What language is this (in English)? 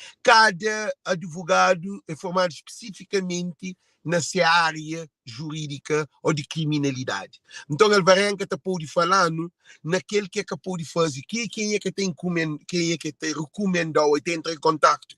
Kabuverdianu